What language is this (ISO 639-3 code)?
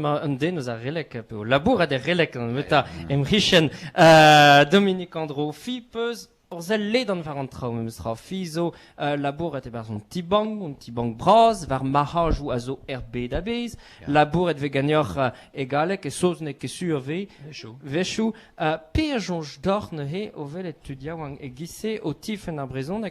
bre